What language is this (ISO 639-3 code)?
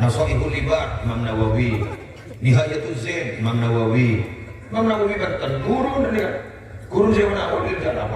mad